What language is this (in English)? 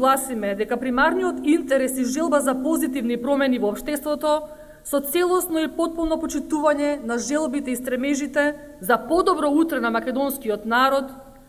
Macedonian